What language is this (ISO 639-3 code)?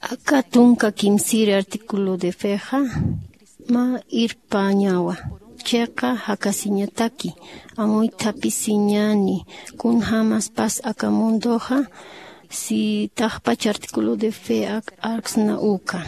aym